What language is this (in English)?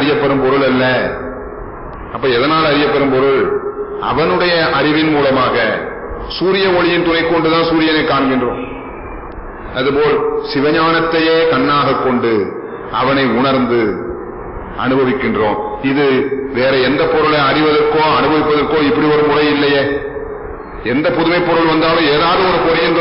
Tamil